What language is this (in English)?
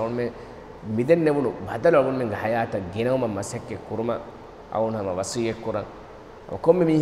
Divehi